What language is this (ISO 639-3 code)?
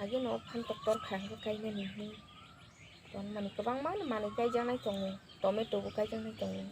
trp